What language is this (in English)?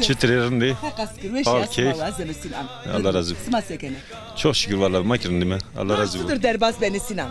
Zaza